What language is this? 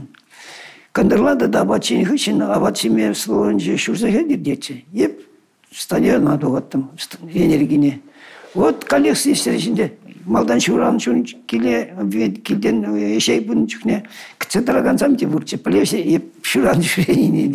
Chuvash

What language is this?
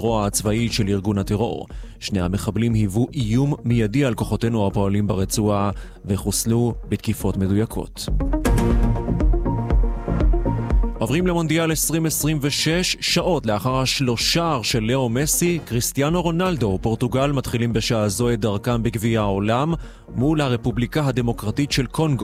Hebrew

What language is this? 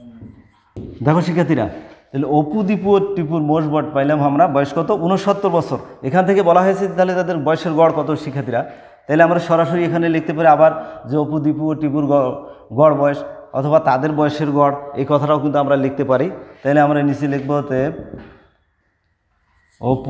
Bangla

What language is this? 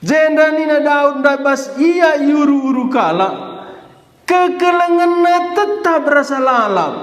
Batak Karo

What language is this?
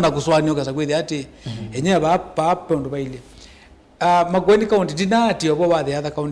Kamba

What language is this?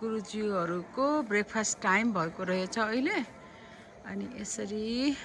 Nepali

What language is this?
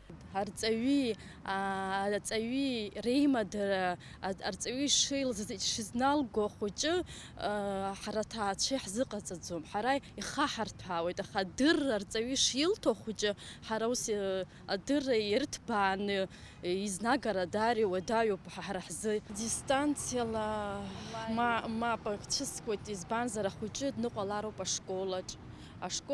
Abkhazian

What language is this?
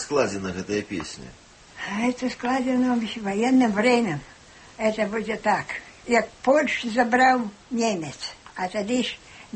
Belarusian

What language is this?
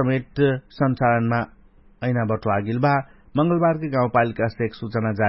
Dangaura Tharu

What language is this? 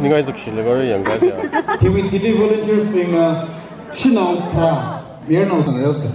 Tangkhul Naga (India)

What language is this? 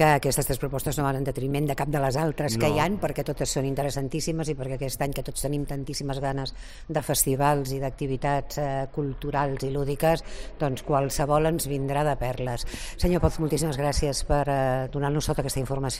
Catalan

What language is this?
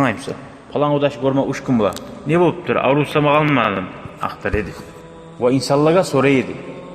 Kumyk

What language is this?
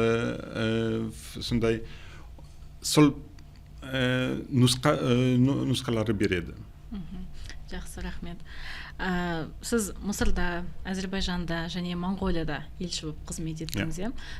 Kazakh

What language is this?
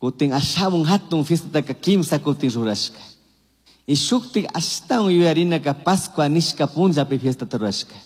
Chimborazo Highland Quichua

